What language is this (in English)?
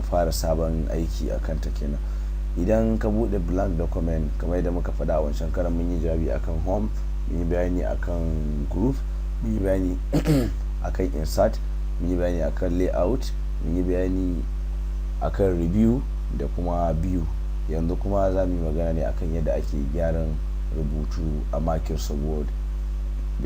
Hausa